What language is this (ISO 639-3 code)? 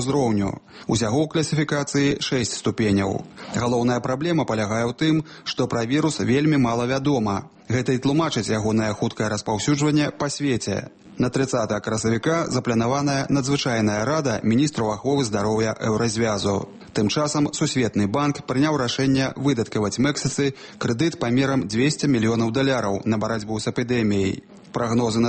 bel